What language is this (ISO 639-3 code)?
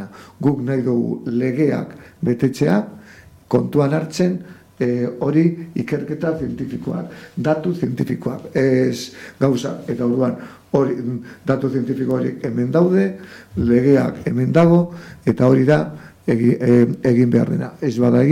eus